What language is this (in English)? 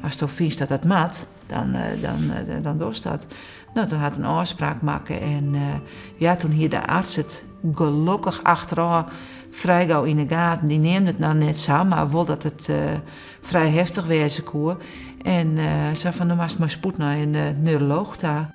Western Frisian